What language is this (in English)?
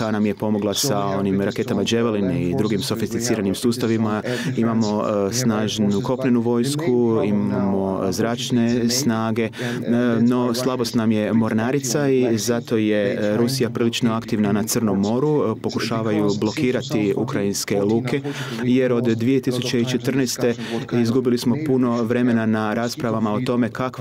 Croatian